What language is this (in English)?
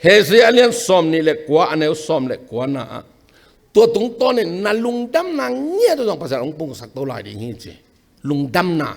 Tedim Chin